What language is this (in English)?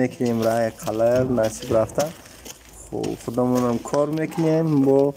Tajik